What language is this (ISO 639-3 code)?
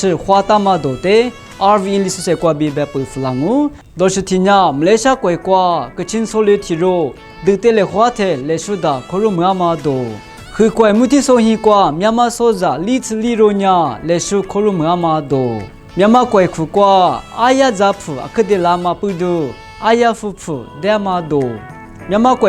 lis